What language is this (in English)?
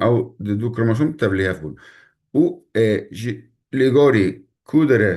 Kurdish